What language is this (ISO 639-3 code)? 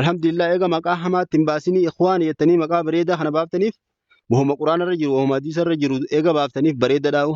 orm